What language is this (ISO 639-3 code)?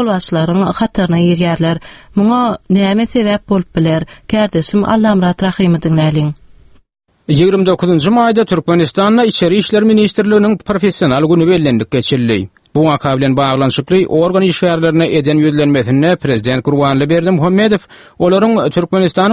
tuk